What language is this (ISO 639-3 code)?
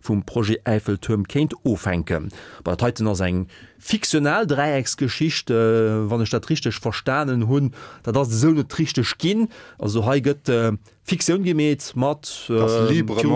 ltz